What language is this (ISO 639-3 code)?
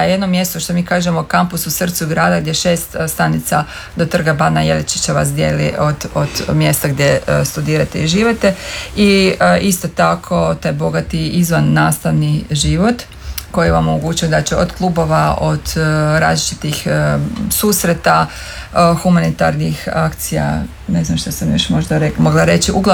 hrv